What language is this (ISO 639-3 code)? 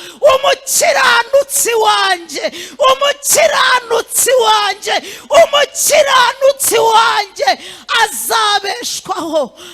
kin